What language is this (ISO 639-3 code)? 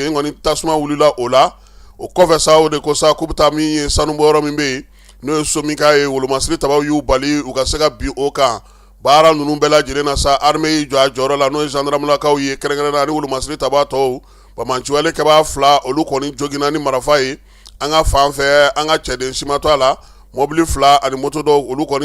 bam